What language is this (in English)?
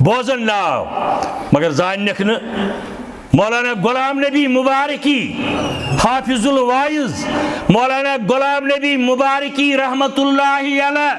Kashmiri